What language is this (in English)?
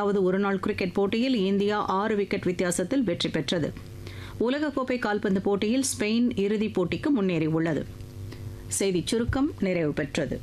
Tamil